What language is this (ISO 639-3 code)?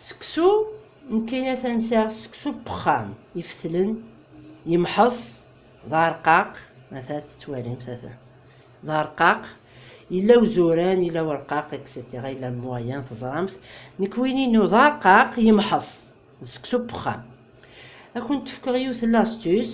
kab